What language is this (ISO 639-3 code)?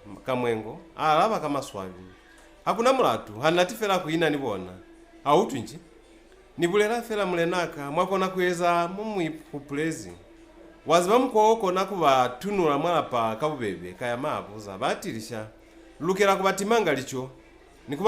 loz